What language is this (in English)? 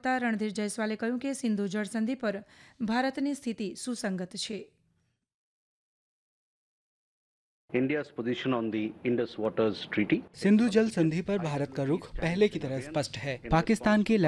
Gujarati